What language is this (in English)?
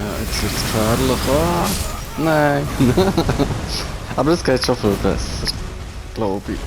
Swiss German